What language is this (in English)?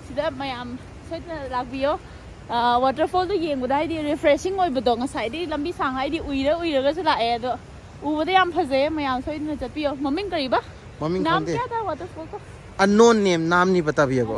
Manipuri